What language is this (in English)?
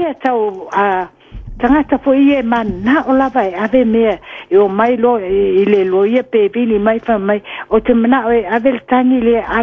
Samoan